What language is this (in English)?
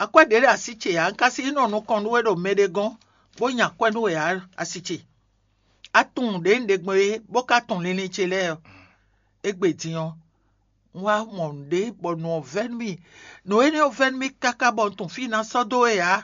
Fon